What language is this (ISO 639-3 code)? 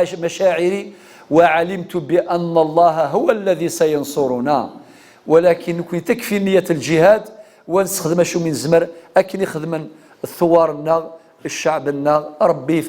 kab